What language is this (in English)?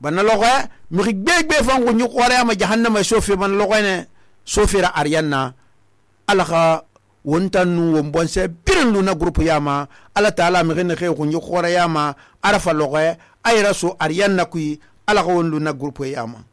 Susu